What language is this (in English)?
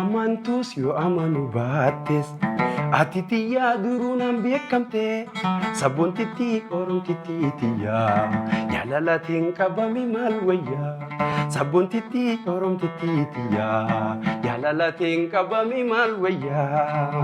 Oromo